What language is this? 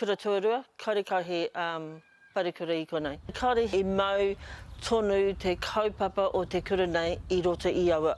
Māori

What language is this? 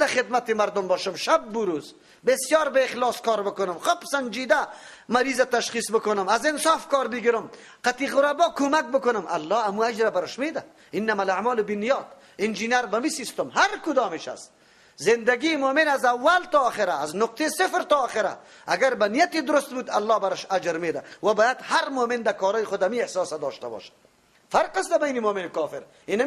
Persian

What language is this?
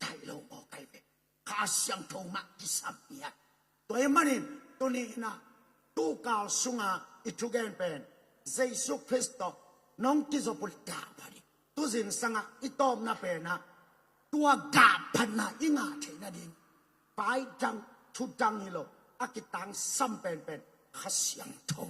Tedim Chin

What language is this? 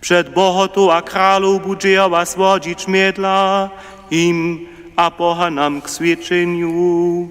Upper Sorbian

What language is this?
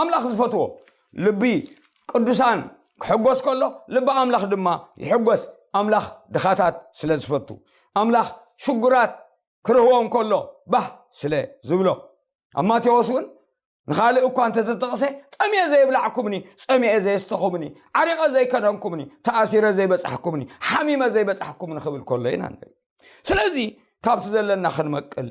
Tigrinya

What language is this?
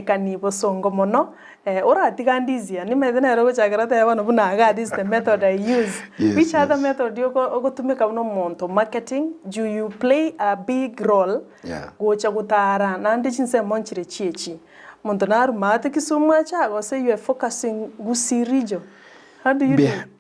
Gusii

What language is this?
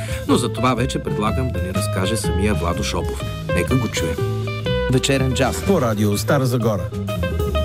Bulgarian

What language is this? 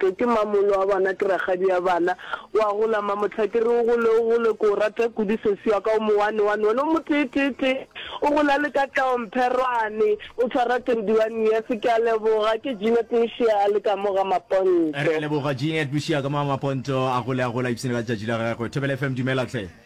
Northern Sotho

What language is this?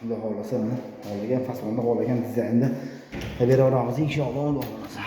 Uzbek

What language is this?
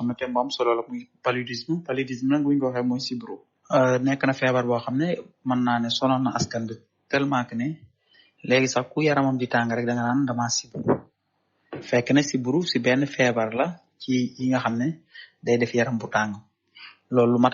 Wolof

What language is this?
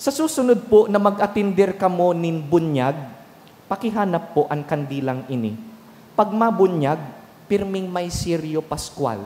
Bikol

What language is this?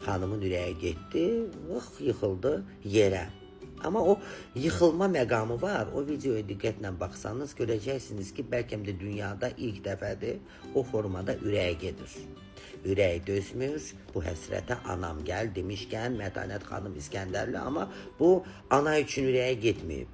Azerbaijani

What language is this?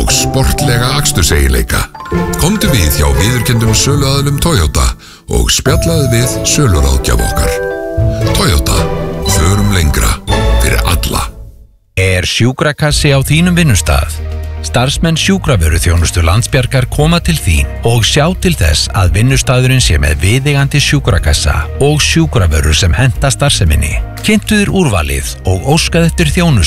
Icelandic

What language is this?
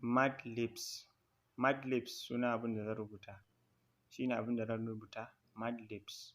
Hausa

